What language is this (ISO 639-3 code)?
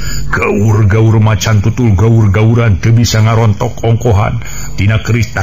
sun